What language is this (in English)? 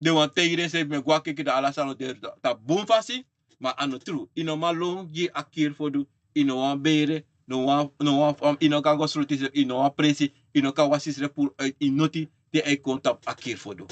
Sranan Tongo